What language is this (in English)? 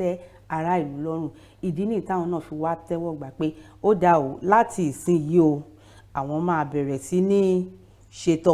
Yoruba